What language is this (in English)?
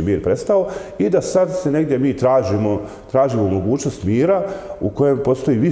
Bosnian